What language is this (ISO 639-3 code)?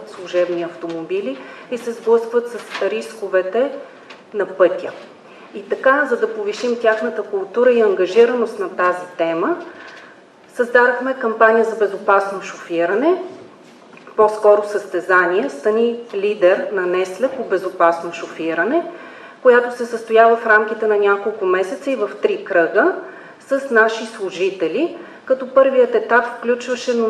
bul